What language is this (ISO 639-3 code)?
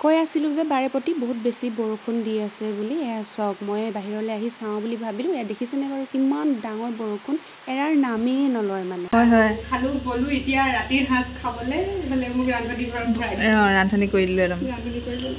asm